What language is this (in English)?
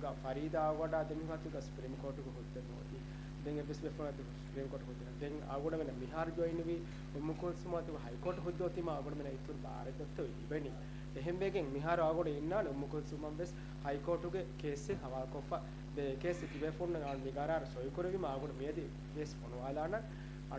Divehi